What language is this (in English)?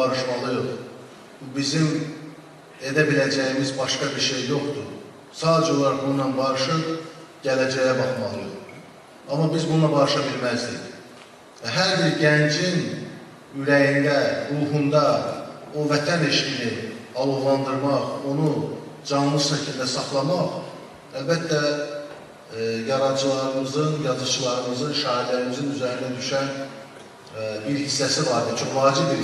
Azerbaijani